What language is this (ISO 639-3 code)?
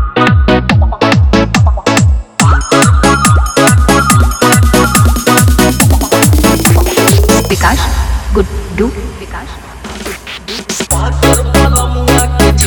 bho